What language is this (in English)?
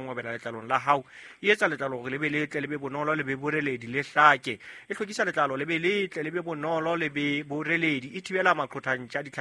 Southern Sotho